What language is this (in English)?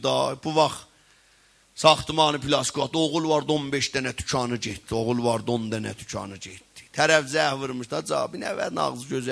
South Azerbaijani